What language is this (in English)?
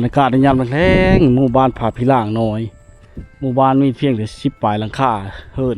Lao